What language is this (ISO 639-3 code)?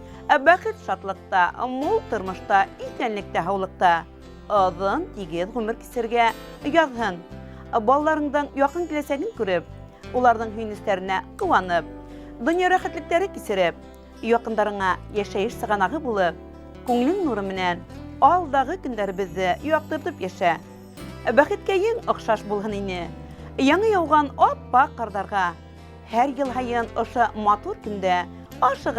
bak